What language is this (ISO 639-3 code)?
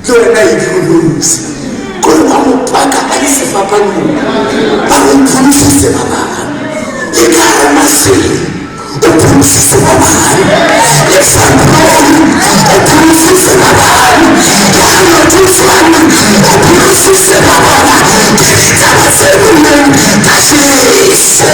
sot